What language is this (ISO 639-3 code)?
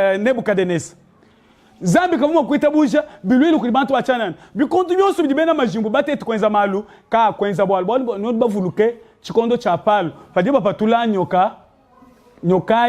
lua